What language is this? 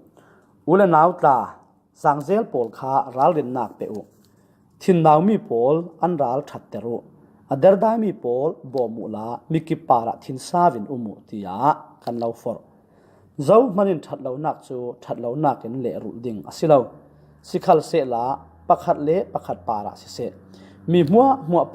Falam Chin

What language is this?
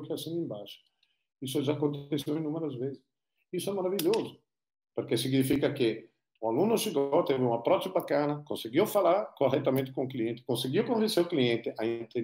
Portuguese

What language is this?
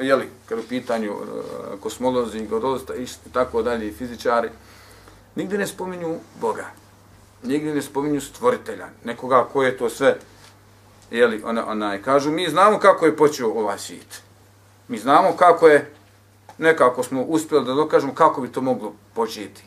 Bosnian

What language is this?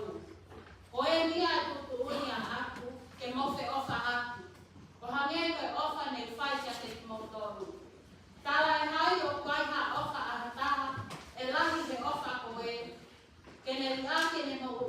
Tongan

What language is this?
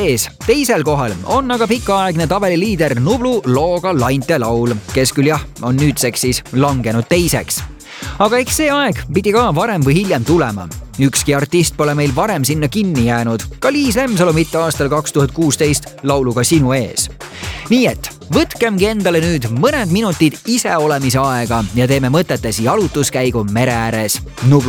Estonian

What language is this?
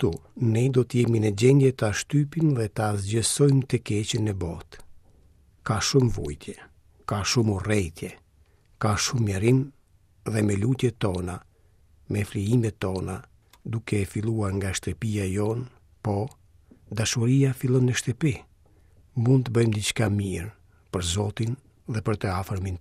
Albanian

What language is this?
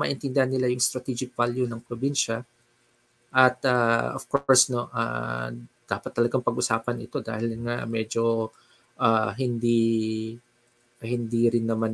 Filipino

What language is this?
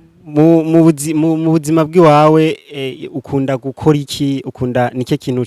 Rundi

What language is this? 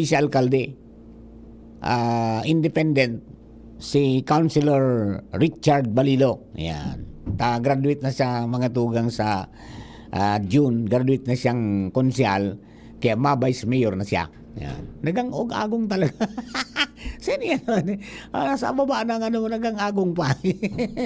Bikol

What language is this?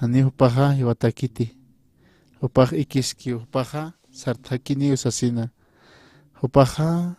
Aymara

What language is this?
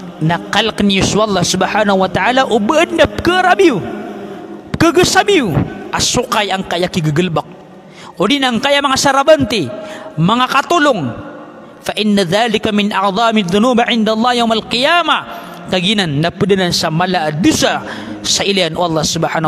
Maranao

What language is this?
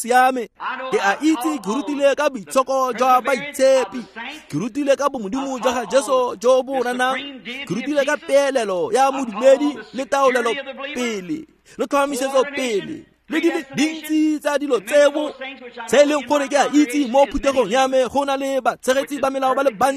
Tswana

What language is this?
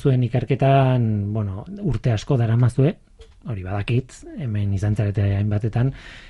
Basque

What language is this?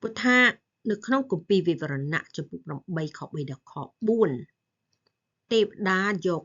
Khmer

